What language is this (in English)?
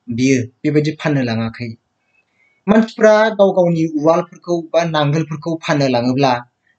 Bodo